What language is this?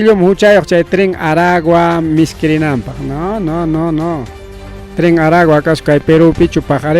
Ayacucho Quechua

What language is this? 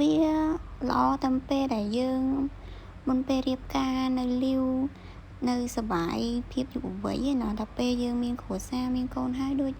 Khmer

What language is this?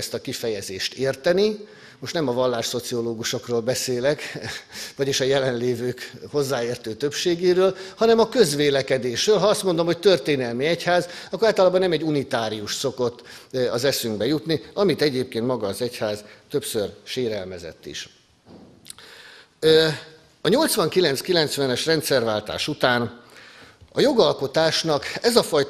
Hungarian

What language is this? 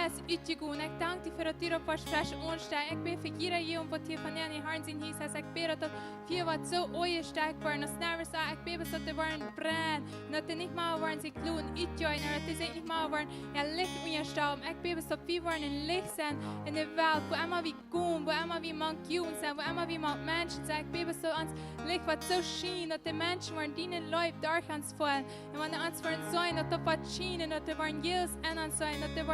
Plautdietsch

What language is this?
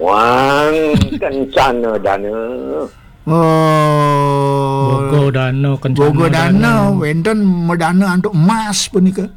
Balinese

